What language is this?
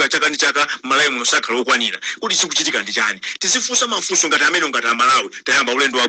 Nyanja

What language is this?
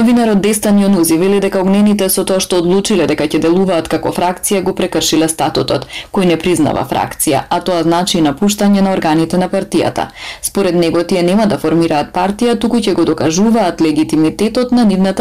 Macedonian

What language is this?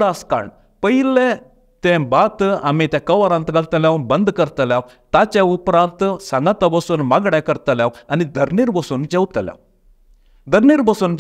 Konkani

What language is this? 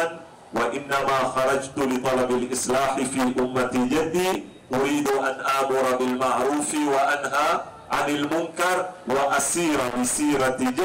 Swahili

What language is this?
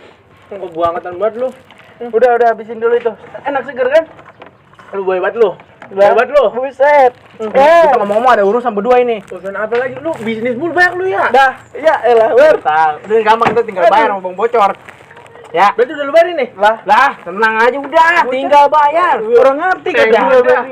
Betawi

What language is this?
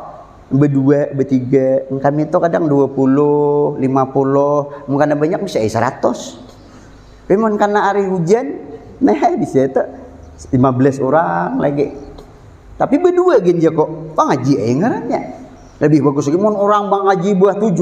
Banjar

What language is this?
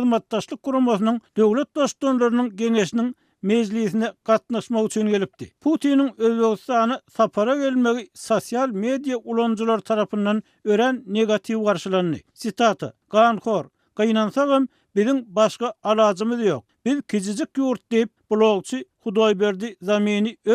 Turkmen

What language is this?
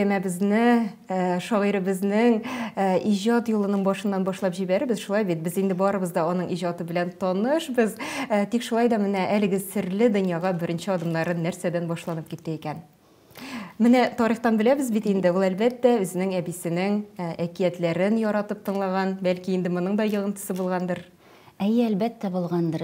Tatar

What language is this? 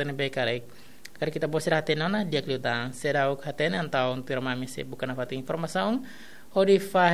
Tetum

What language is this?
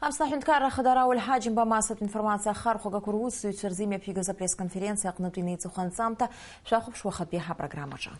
Abkhazian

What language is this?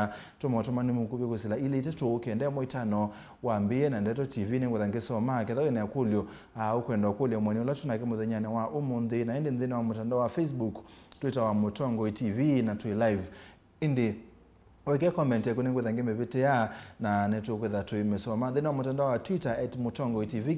Kamba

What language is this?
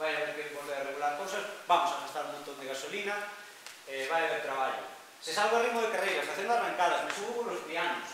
Galician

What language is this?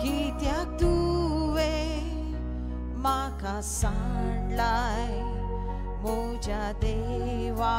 Konkani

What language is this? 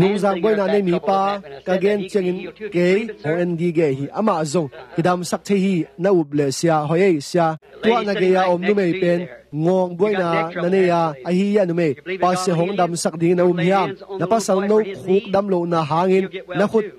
Tedim Chin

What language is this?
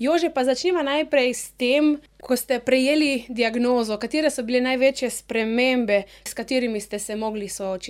Slovenian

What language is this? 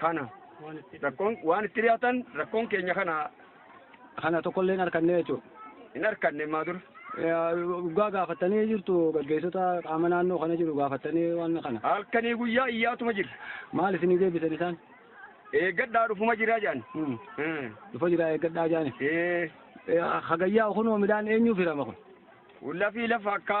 Oromo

